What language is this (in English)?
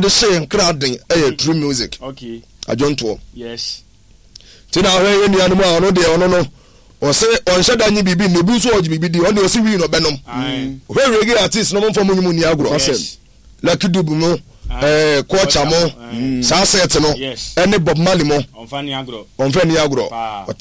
Akan